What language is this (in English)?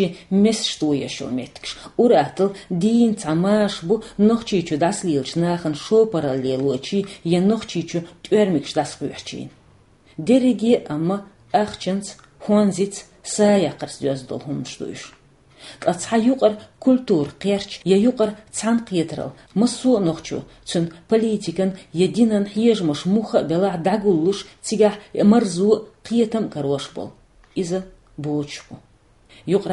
Chechen